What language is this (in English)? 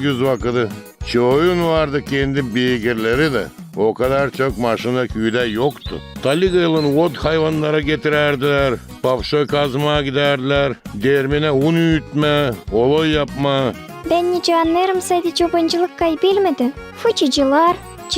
Gagauz